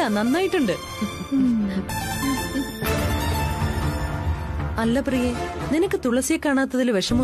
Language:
Malayalam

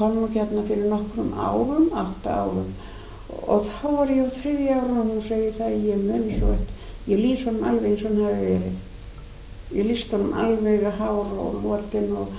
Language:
Icelandic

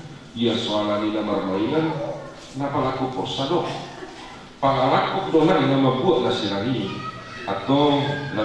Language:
Batak Toba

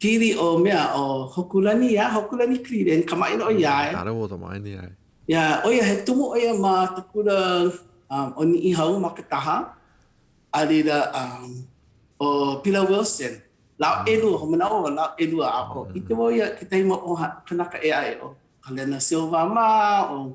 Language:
Hawaiian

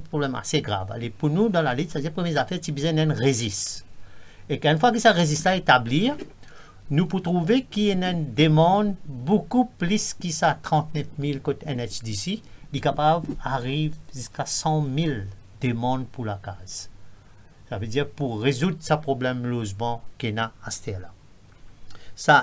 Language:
Morisyen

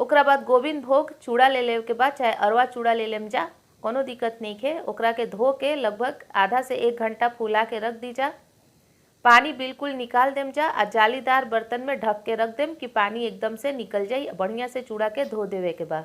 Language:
Bhojpuri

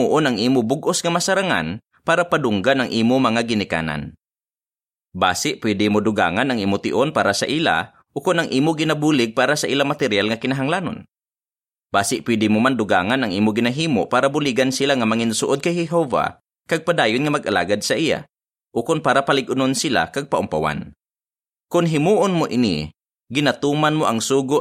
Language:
Hiligaynon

